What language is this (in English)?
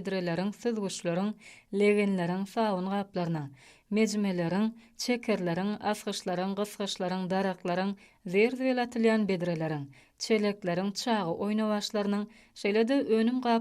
Turkmen